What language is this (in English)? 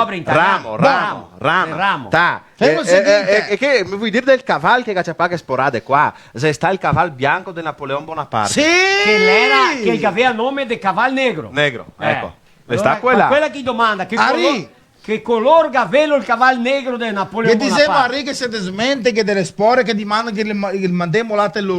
Venetian